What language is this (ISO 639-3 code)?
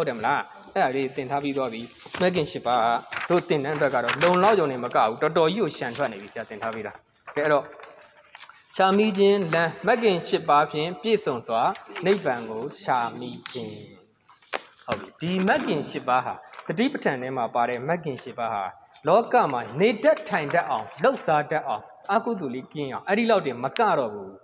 mya